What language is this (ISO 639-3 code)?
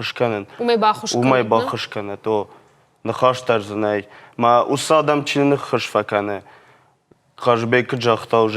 oss